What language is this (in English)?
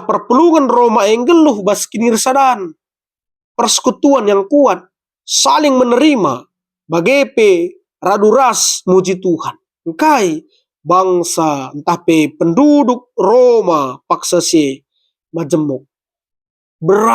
Batak Karo